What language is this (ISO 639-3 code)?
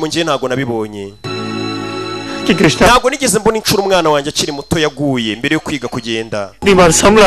kin